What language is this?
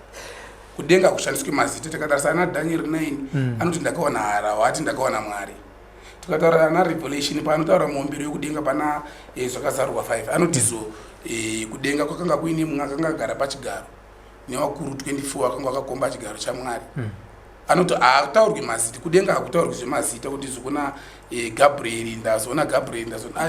Shona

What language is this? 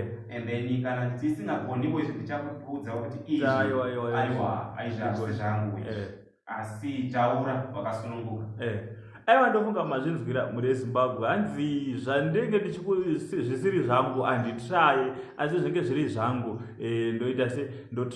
Shona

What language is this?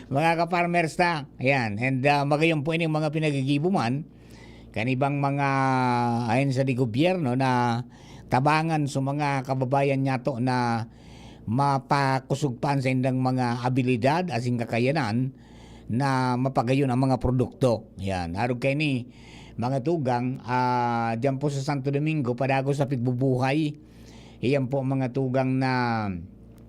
Bikol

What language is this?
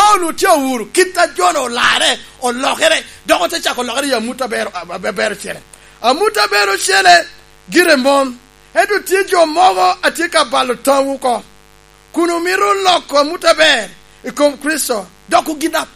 Lango (Uganda)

